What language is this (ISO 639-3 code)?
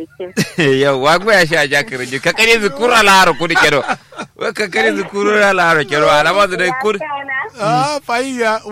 kau